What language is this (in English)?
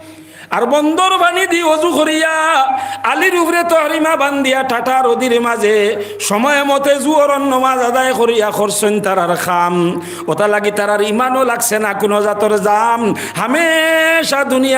Sylheti